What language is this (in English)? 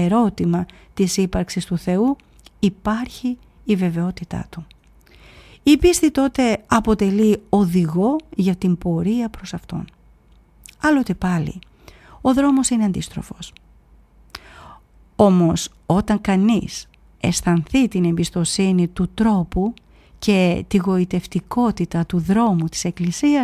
Greek